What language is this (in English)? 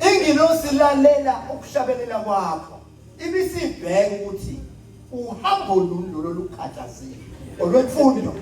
Zulu